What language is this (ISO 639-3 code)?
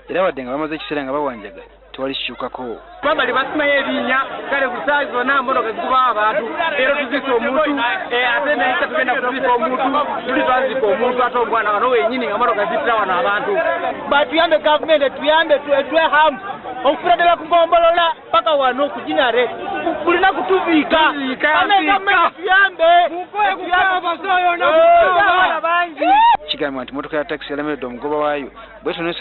lug